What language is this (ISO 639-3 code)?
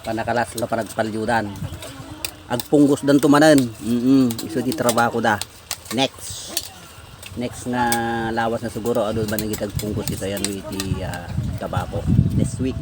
ilo